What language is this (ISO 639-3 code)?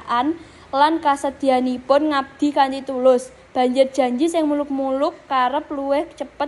jav